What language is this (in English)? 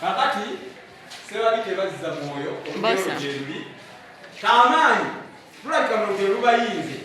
Ganda